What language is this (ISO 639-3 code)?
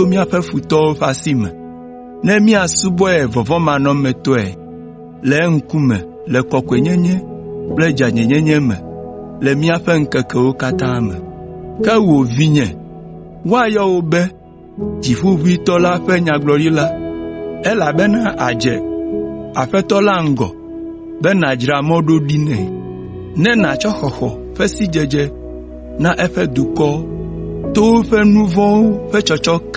ewe